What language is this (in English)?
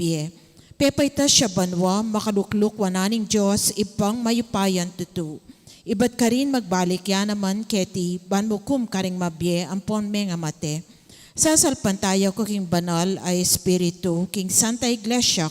Pampanga